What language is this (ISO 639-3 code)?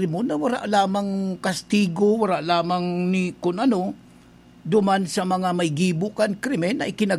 bik